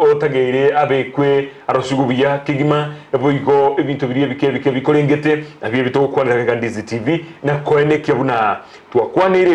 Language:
Gusii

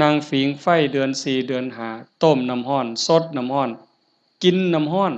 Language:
Northeastern Thai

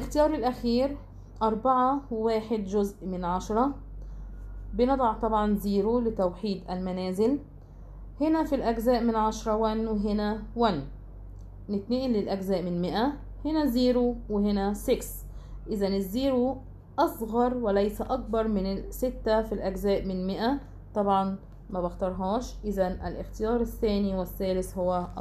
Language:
Arabic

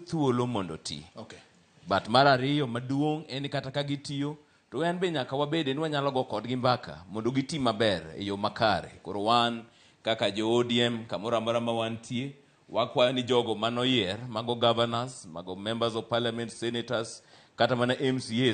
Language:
Luo (Kenya and Tanzania)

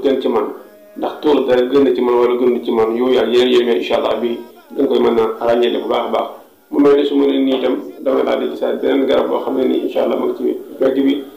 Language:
Wolof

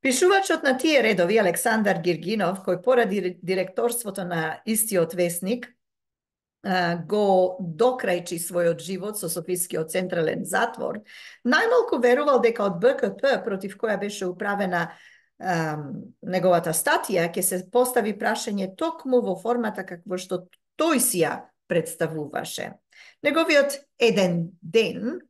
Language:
Macedonian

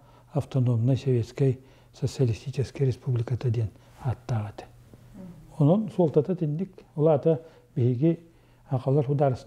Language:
Yakut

